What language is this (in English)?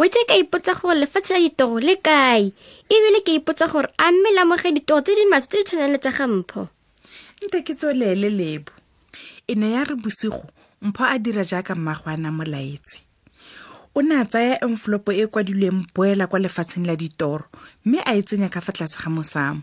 Tswana